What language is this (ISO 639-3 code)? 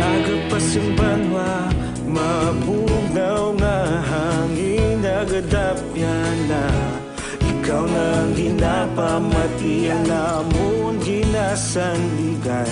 hil